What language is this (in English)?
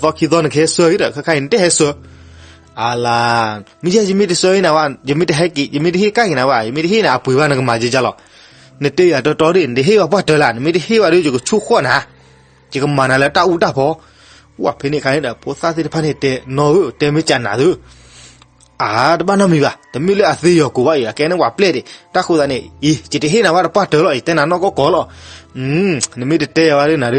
S'gaw Karen